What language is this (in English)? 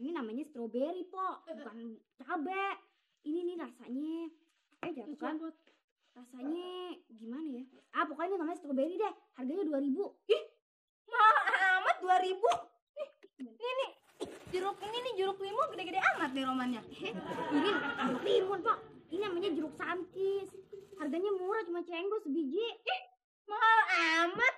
Betawi